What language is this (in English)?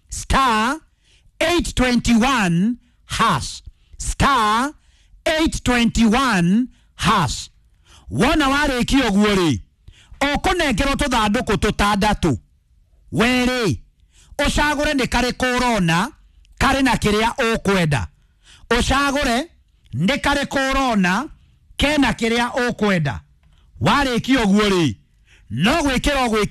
Kikuyu